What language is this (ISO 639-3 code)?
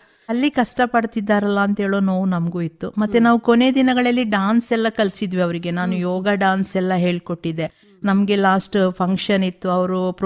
kan